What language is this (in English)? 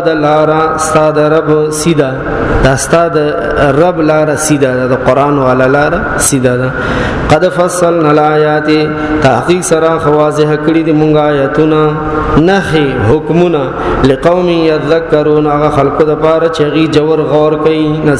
Pashto